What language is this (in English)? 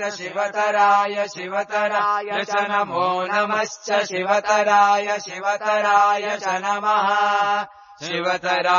Sanskrit